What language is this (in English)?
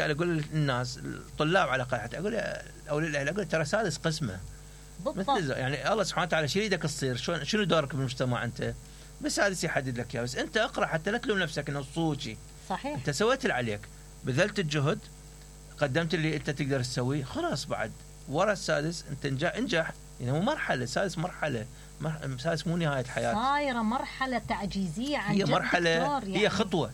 Mesopotamian Arabic